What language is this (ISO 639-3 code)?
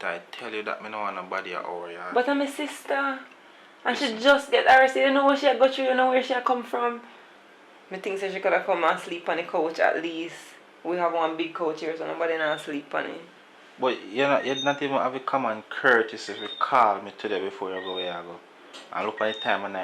jam